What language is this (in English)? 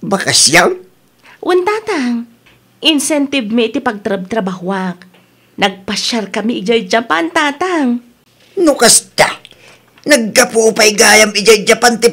Iloko